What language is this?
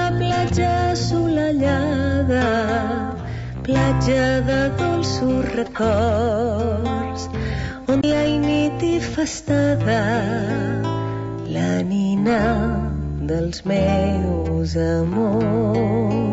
Catalan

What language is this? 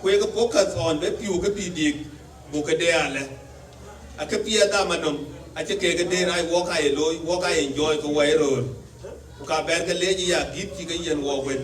Dinka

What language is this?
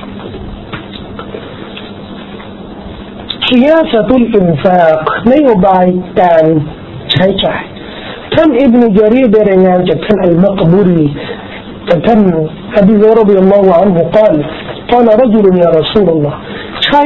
Thai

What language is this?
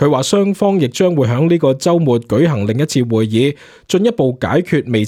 Cantonese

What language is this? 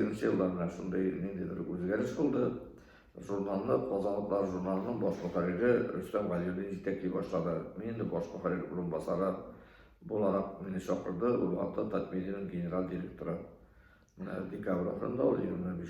Tatar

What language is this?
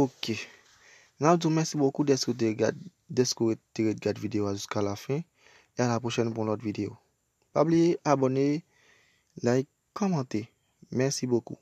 Haitian Creole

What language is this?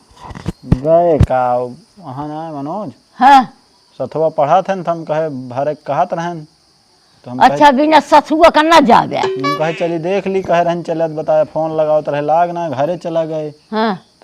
Awadhi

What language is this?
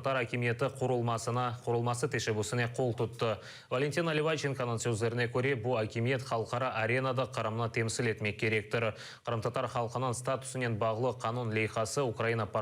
Crimean Tatar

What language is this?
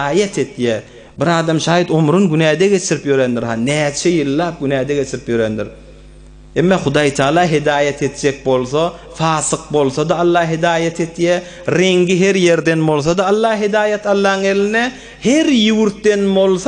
Turkmen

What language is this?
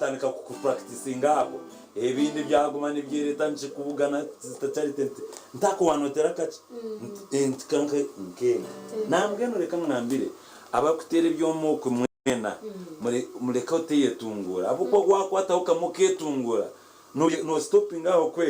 Nyankole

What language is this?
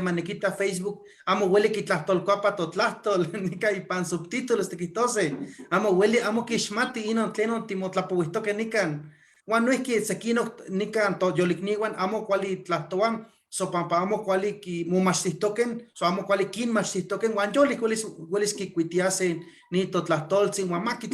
Eastern Huasteca Nahuatl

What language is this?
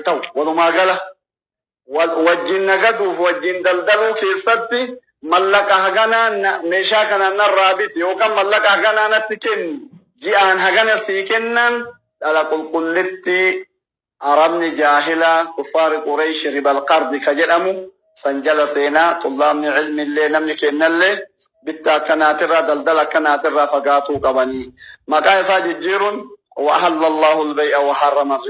Oromo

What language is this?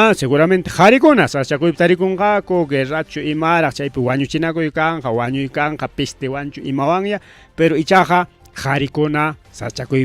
Ayacucho Quechua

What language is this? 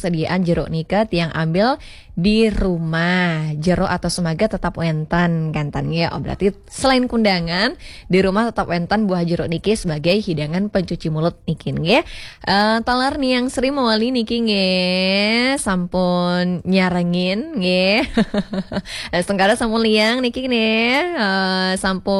Balinese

